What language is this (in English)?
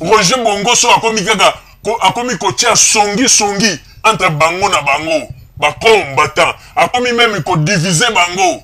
Lingala